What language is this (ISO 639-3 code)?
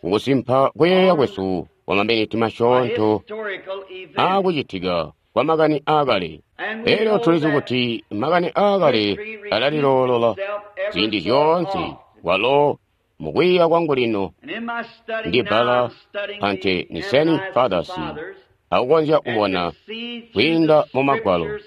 toi